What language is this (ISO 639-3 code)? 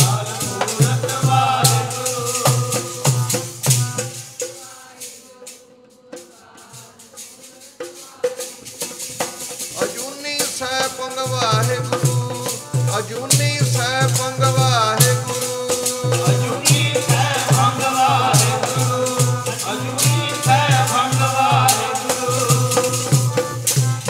pan